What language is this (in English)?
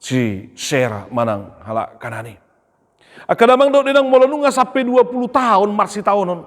Batak Toba